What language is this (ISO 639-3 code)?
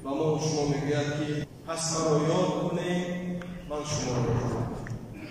tgk